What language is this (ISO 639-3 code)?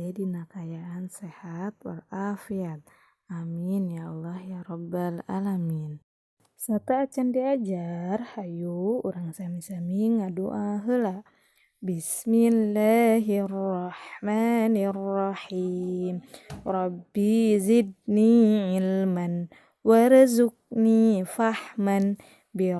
sun